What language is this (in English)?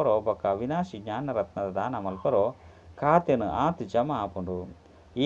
Tulu